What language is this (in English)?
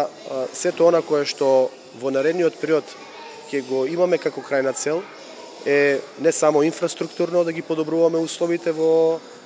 Macedonian